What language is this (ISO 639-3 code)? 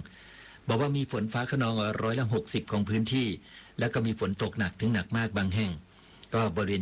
tha